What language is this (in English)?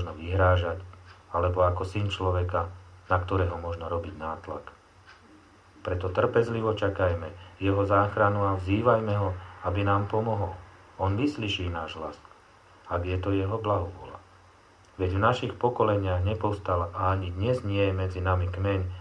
Slovak